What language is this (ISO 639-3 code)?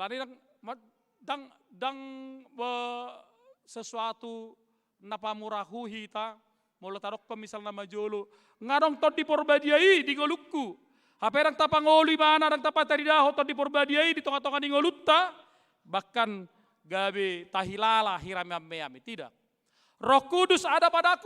bbc